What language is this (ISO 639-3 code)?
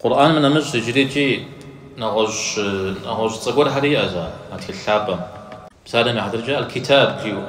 kbd